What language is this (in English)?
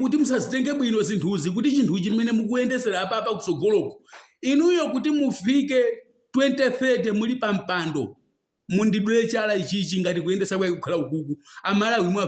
Nyanja